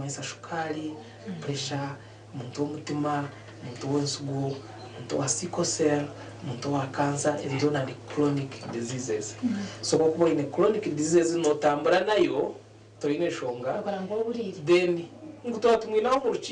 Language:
Nyankole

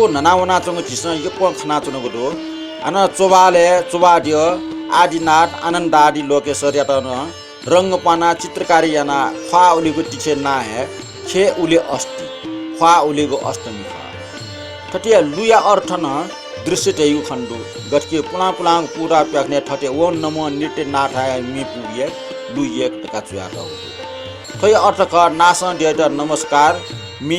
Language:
Newari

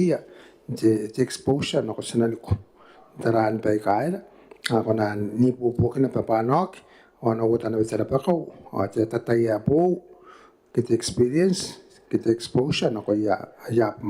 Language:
Gilbertese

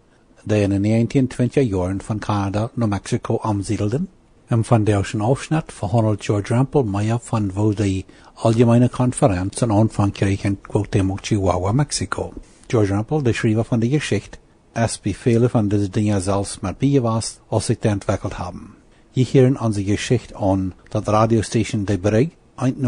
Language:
Plautdietsch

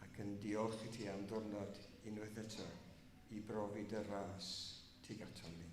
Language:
Welsh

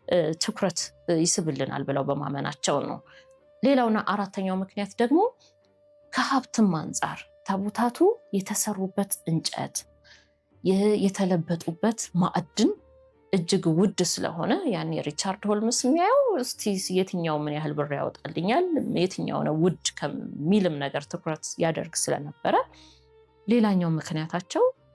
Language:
Amharic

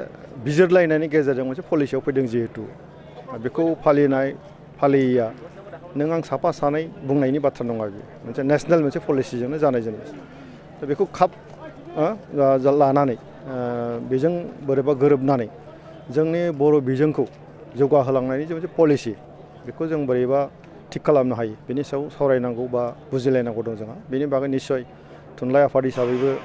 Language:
Bodo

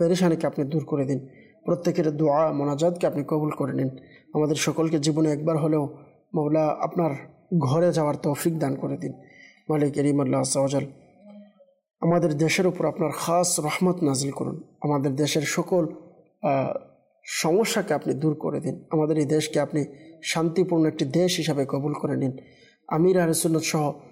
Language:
Bangla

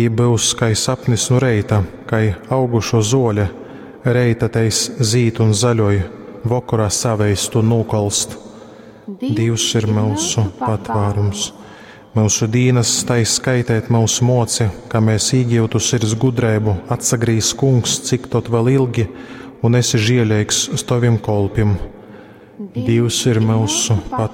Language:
Latgalian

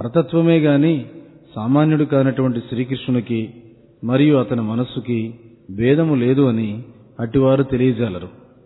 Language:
Telugu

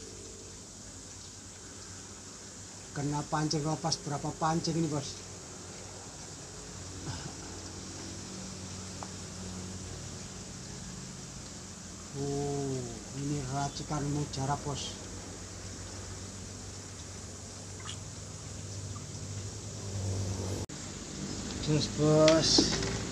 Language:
Indonesian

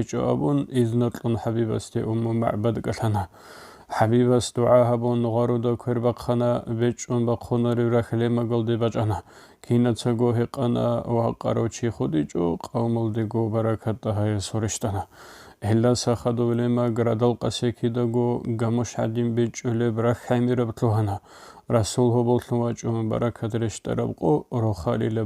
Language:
Avaric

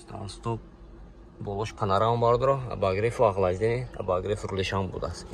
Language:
Tajik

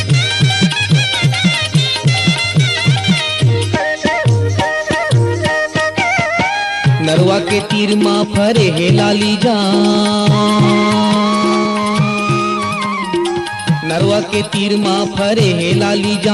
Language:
Chhattisgarhi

